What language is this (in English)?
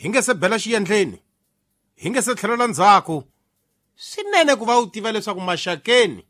Tsonga